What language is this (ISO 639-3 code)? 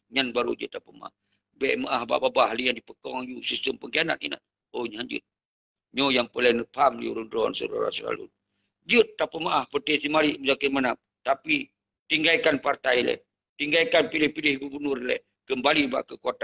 ace